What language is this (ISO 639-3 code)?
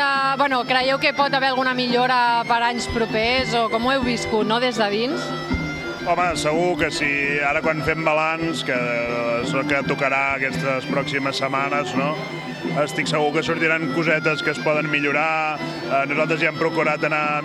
cat